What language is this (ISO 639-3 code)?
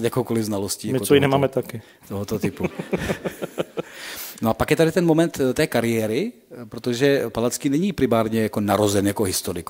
ces